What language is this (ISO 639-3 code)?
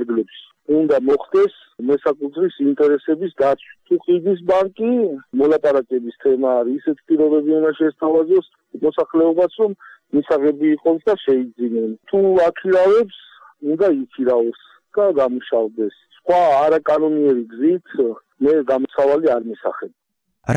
kat